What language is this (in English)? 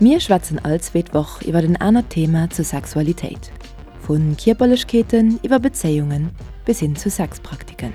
Luxembourgish